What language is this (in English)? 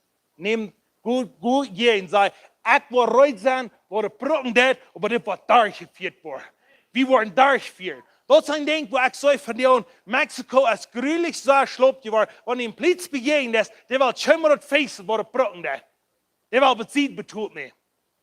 Plautdietsch